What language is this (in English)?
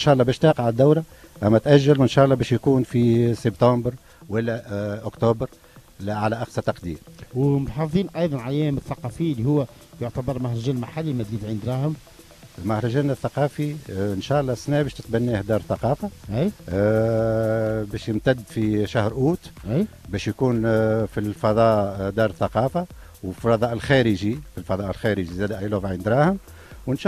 Tunisian Arabic